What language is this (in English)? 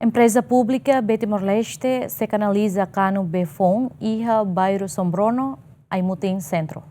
Tetum